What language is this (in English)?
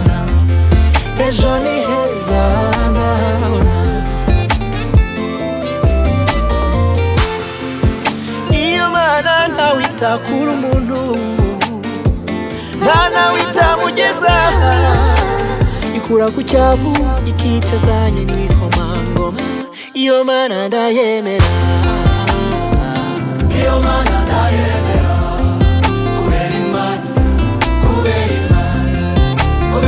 Kinyarwanda